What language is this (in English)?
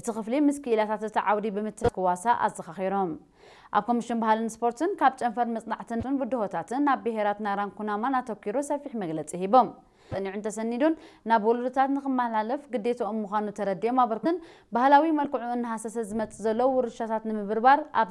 Tigrinya